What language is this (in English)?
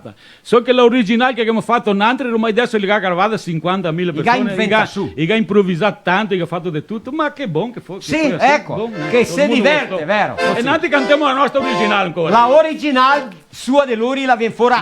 Venetian